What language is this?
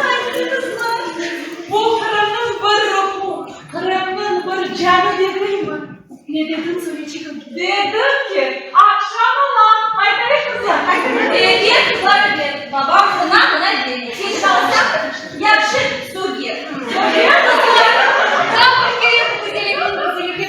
Crimean Tatar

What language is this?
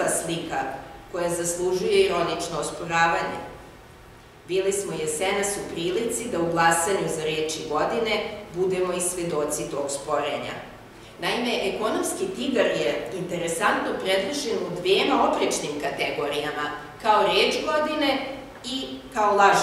Serbian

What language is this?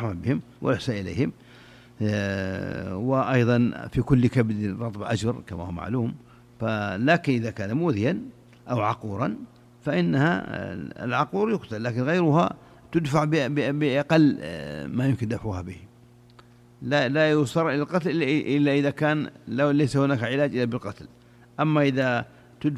Arabic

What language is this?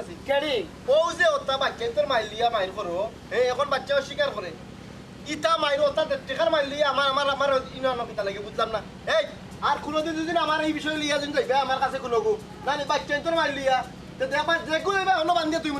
Sylheti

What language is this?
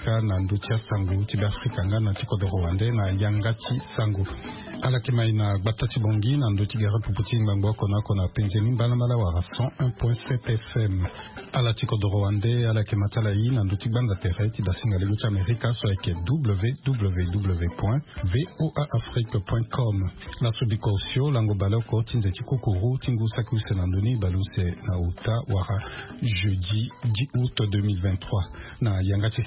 Sango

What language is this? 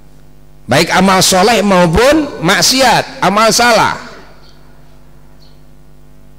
Indonesian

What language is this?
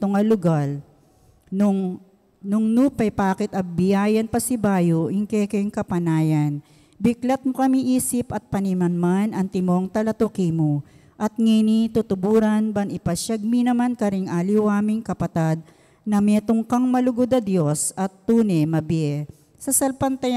Pampanga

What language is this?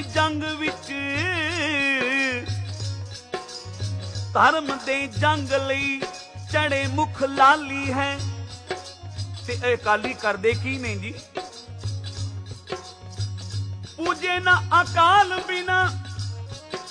Punjabi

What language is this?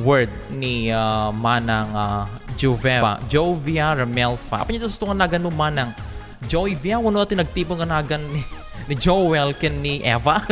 Iloko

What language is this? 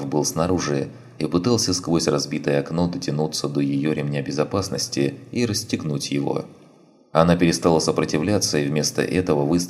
Russian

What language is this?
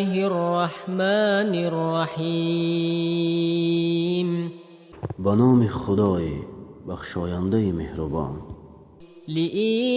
Tajik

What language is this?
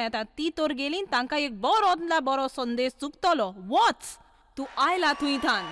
Konkani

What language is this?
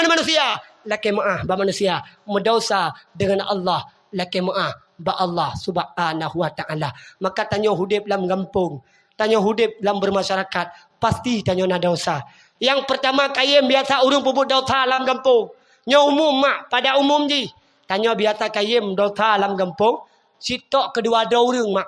Achinese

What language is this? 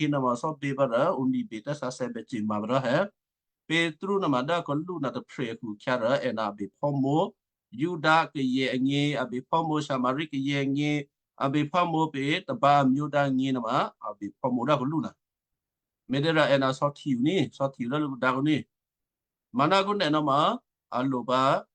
Western Kayah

